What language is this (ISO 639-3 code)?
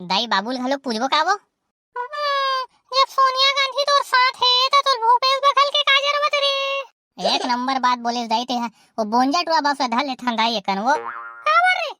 hne